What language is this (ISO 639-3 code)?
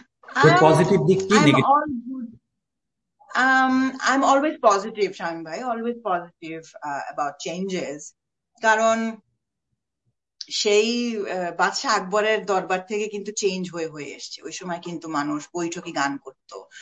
ben